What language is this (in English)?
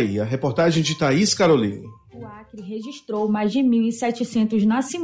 Portuguese